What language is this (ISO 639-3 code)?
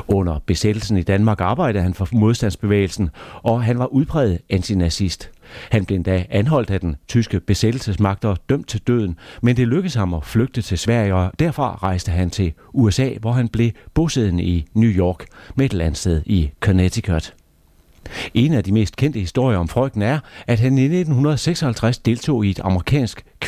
dan